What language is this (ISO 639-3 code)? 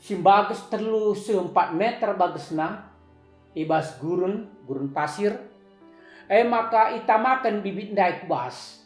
btx